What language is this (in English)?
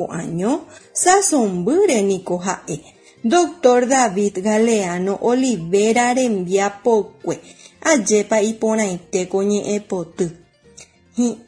Guarani